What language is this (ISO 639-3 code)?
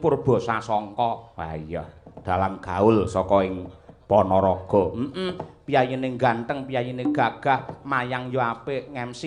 jav